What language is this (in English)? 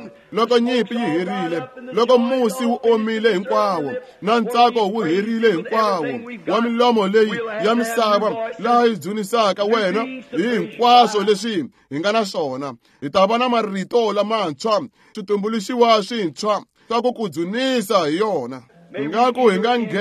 Tsonga